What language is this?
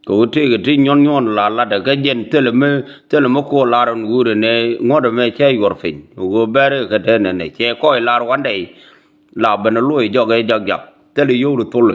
Nuer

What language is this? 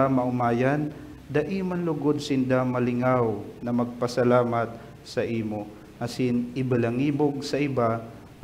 Bikol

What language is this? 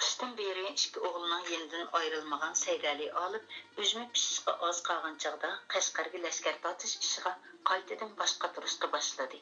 Uyghur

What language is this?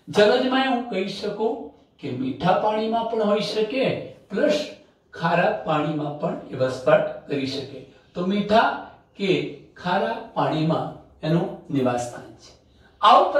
Gujarati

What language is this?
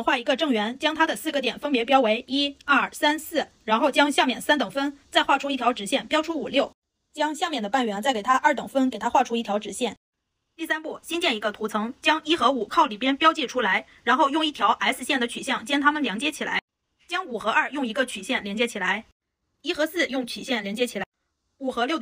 Chinese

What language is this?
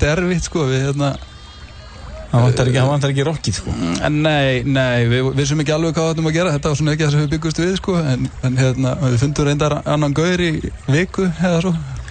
Icelandic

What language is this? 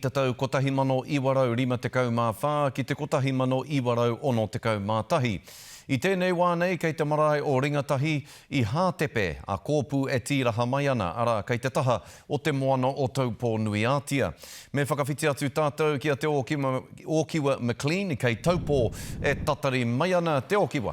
Māori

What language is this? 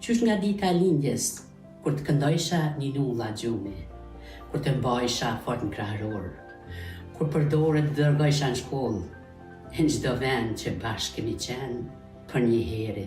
Albanian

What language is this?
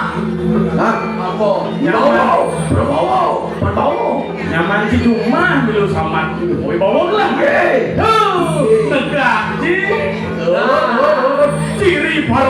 Balinese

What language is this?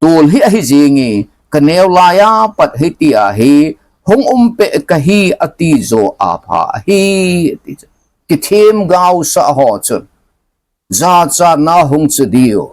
Thado Chin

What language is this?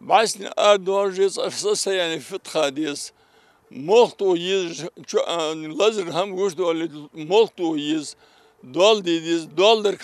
Ingush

